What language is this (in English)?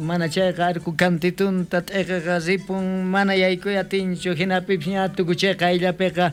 South Bolivian Quechua